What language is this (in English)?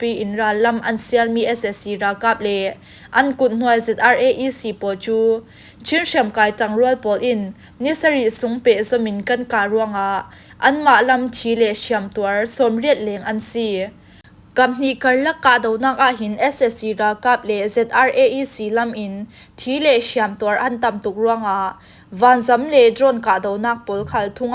Falam Chin